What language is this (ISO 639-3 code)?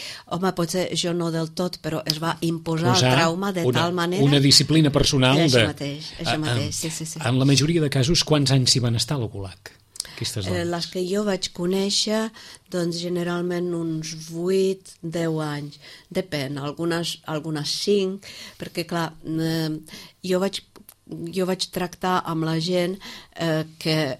cat